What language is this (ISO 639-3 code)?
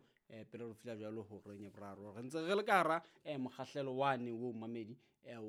sot